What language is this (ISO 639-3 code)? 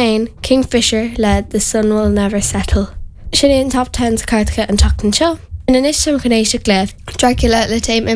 gle